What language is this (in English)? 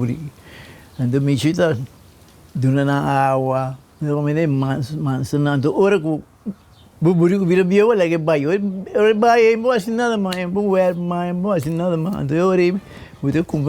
Papiamento